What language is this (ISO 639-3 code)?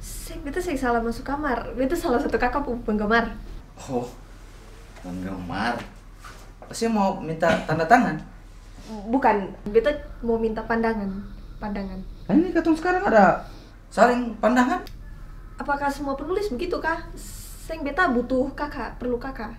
abs